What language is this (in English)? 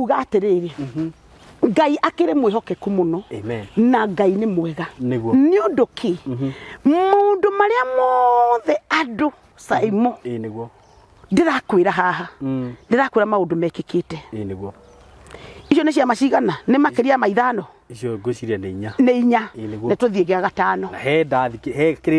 Kikuyu